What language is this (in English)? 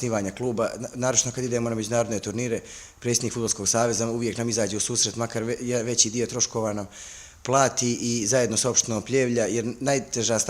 Bosnian